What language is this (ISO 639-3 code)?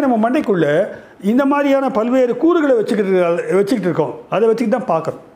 tam